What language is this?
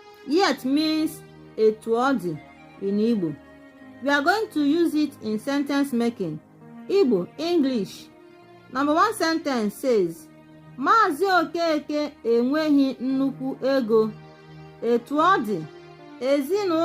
Igbo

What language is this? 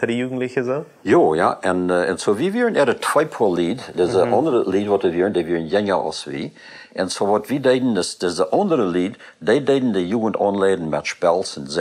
Plautdietsch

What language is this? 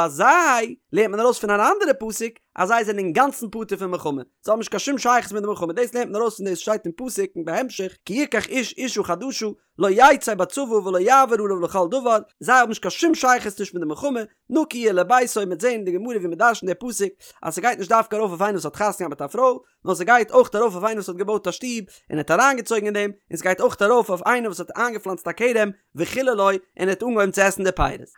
Yiddish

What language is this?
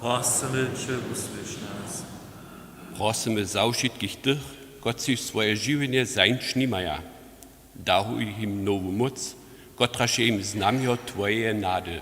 Upper Sorbian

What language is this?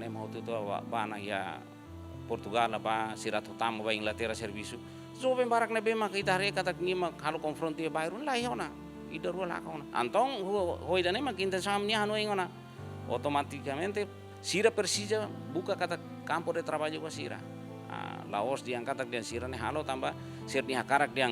Tetum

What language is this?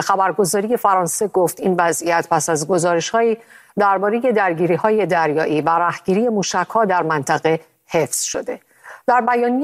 Persian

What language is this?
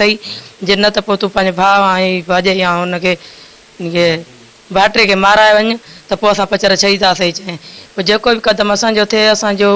Sindhi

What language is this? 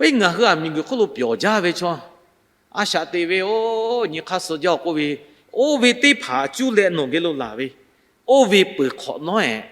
Lahu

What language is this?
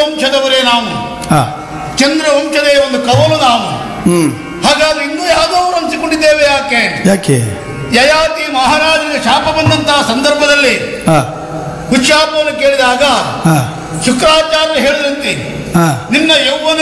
Kannada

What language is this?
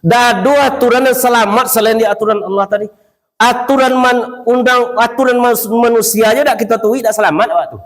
Minangkabau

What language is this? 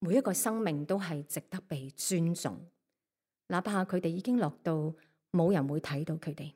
Cantonese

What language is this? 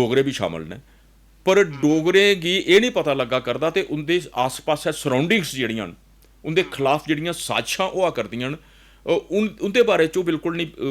Dogri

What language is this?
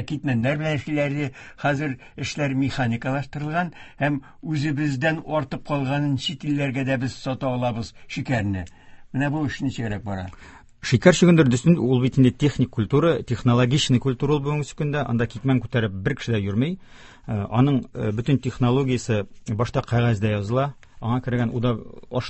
Tatar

